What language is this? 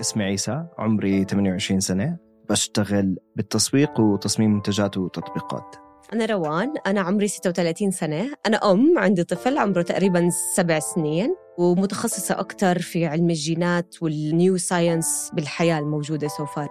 North Levantine Arabic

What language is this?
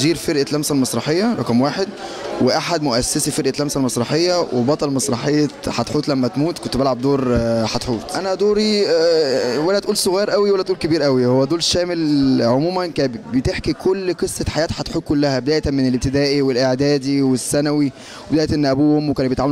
Egyptian Arabic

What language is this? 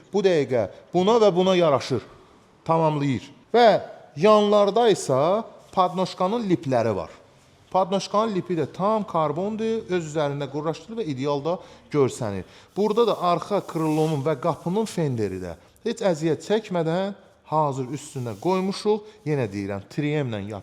Azerbaijani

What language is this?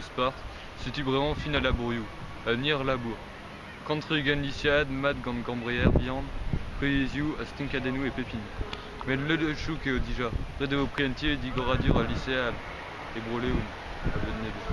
Breton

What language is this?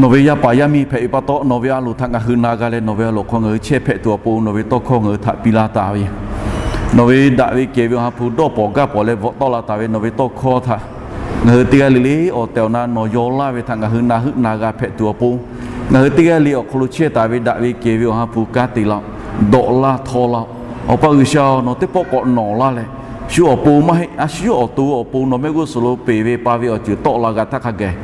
Lahu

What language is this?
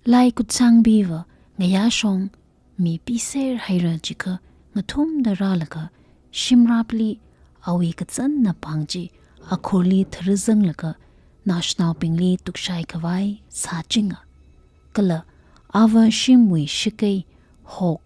Tangkhul Naga (India)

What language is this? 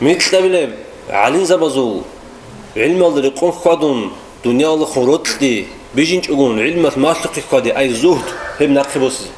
Avaric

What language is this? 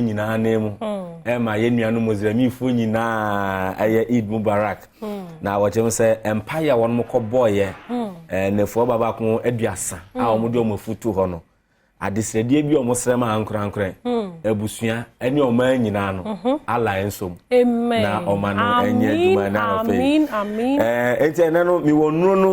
Akan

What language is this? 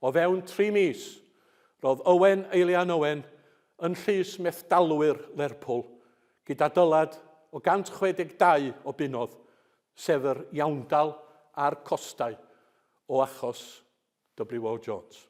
Welsh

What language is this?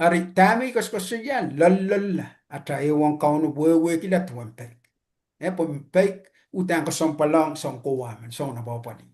Pohnpeian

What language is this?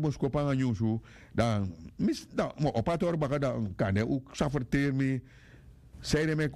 Sranan Tongo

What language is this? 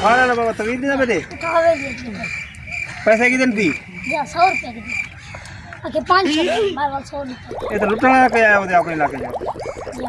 Saraiki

